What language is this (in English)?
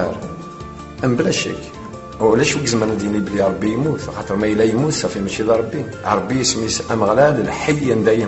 Kabyle